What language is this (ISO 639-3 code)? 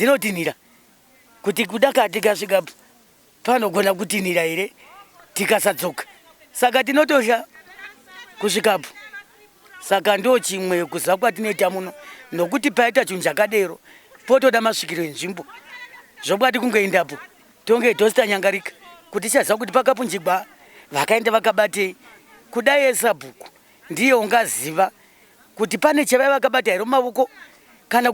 sna